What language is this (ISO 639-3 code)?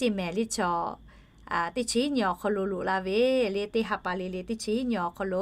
lhu